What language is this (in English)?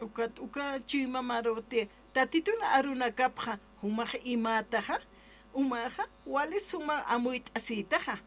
Aymara